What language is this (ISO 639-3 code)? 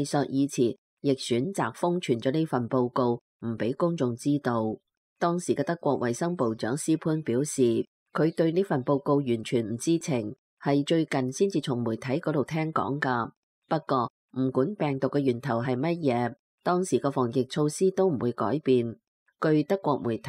yue